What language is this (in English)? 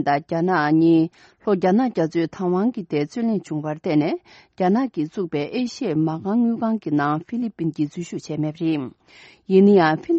Tibetan